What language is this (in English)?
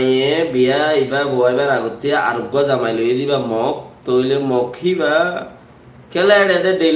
Rohingya